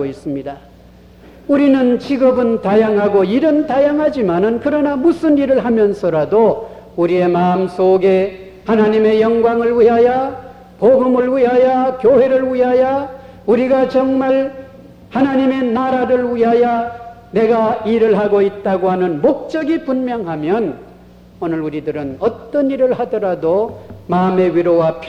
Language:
Korean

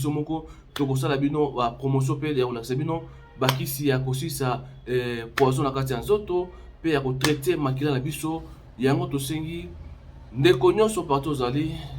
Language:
Lingala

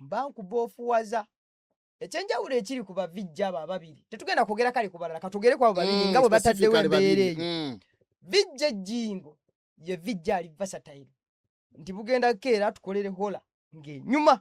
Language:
Ganda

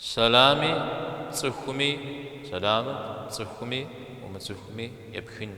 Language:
Kabardian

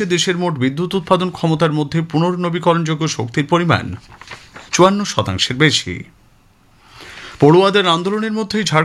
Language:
Bangla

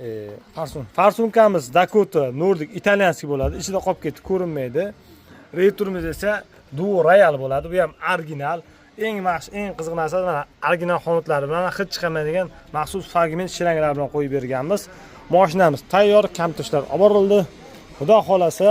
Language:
Uzbek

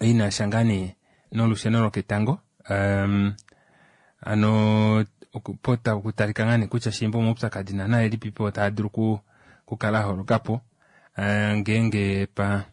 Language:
Kuanyama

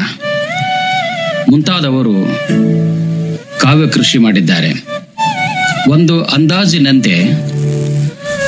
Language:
Kannada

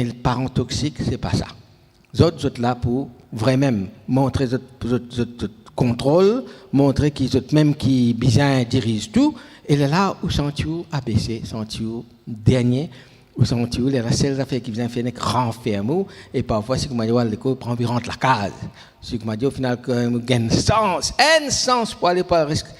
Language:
Morisyen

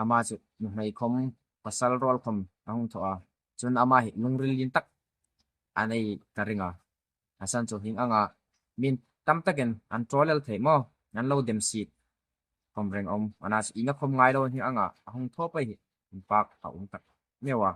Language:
Hmar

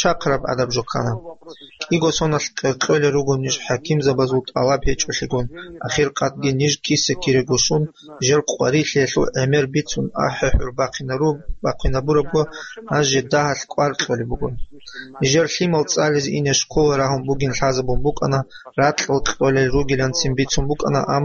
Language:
Avaric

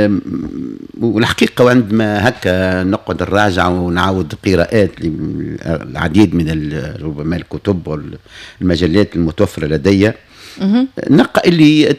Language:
Tunisian Arabic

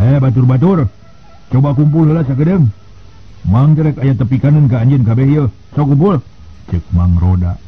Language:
Sundanese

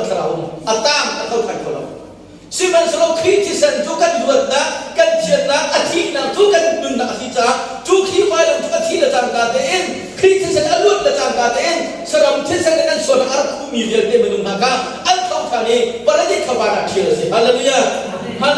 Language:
Hakha Chin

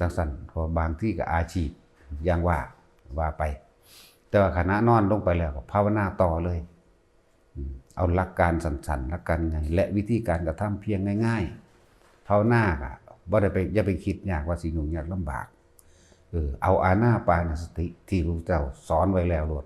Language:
Northeastern Thai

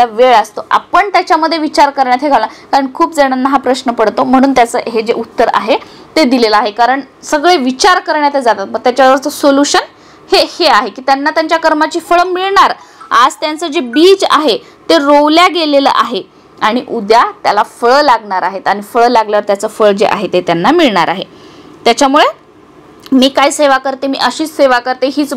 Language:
Marathi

